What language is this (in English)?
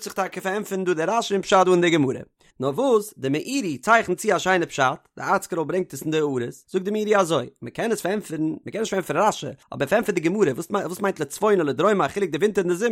Yiddish